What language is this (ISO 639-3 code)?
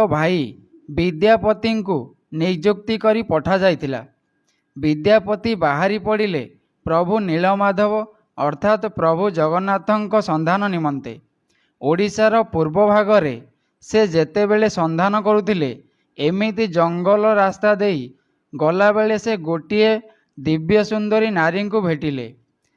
ori